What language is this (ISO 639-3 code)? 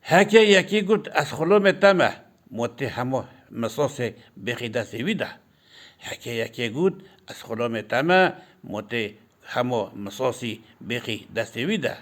kur